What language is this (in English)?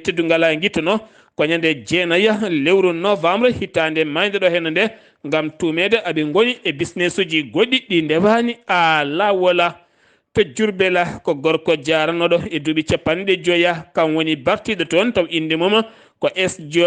Fula